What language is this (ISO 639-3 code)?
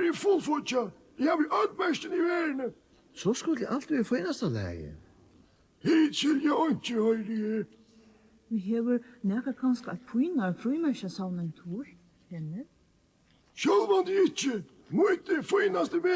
fao